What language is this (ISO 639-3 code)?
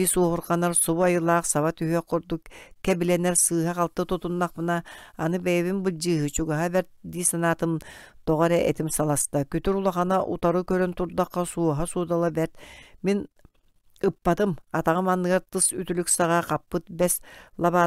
sah